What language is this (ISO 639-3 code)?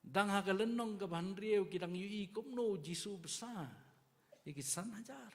kha